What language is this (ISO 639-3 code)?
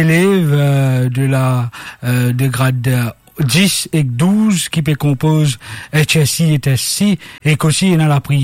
mfe